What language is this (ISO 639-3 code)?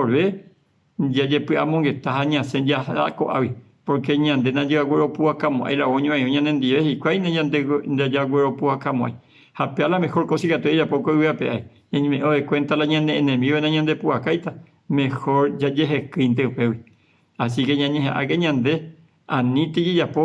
grn